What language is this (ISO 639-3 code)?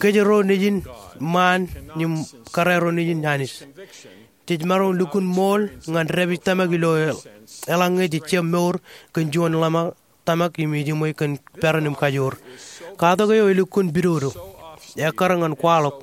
mah